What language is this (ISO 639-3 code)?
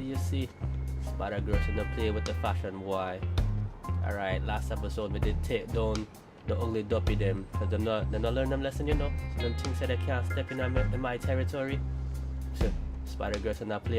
jam